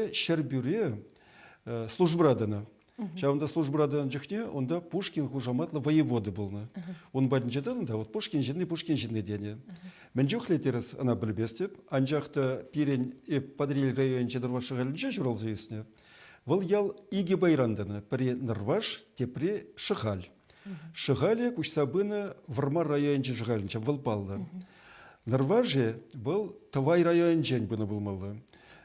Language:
Chuvash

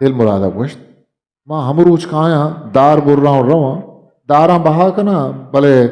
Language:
Eastern Balochi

